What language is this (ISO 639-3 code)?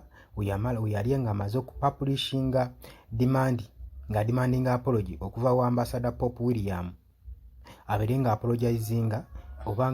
lug